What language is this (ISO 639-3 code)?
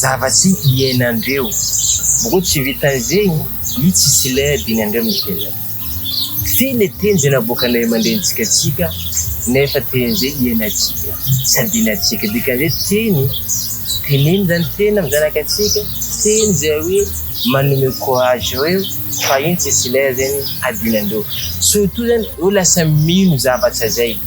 mlg